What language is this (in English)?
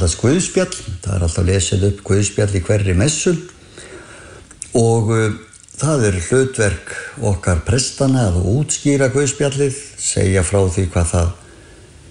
Icelandic